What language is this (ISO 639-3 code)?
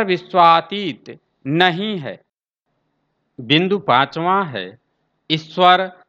hin